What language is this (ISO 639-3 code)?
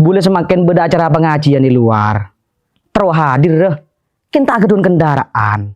mad